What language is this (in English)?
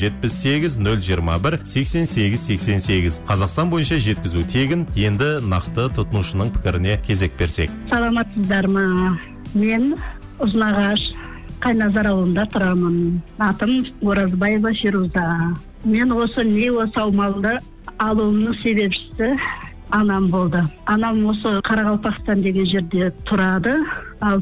Kazakh